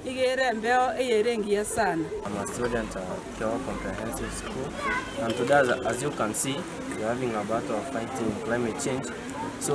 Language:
Gusii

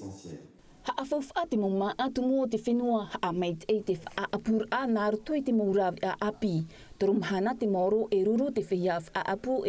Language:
Tahitian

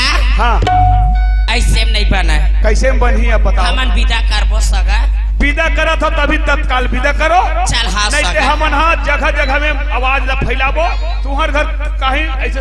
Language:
Chhattisgarhi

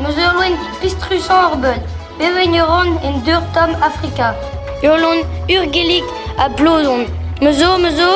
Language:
Breton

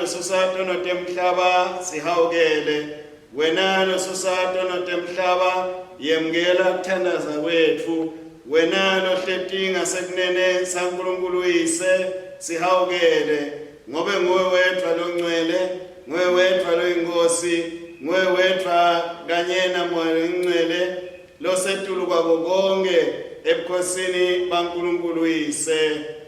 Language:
Swati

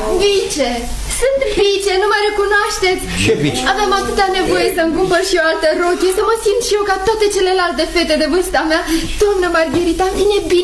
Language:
Romanian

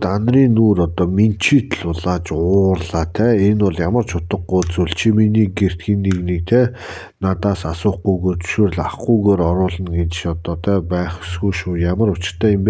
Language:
Mongolian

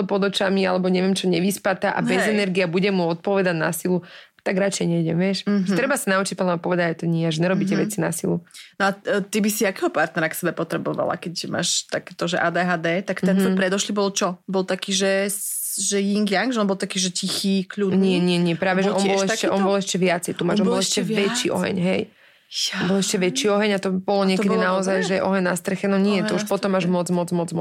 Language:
Slovak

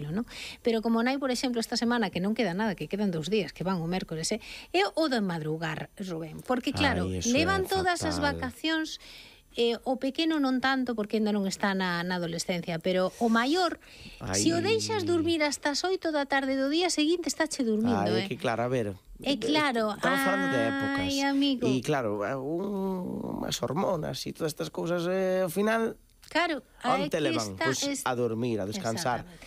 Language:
Galician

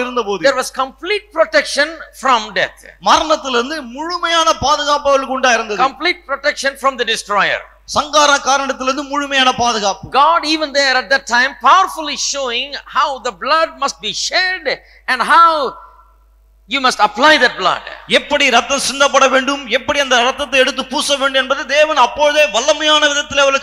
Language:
Tamil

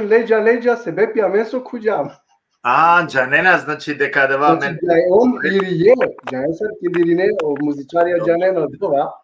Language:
Balkan Romani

